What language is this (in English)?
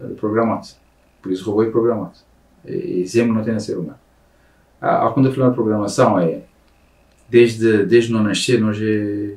Kabuverdianu